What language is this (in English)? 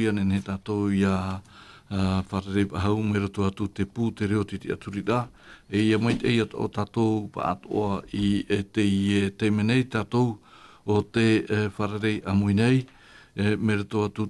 Tahitian